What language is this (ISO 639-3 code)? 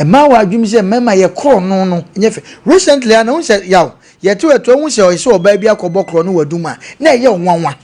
aka